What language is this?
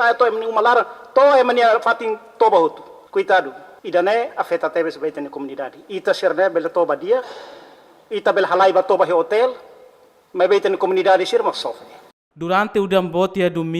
Tetum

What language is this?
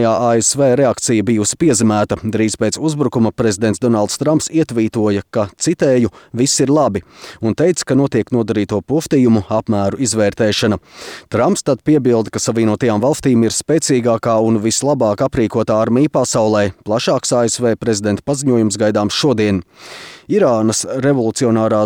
Latvian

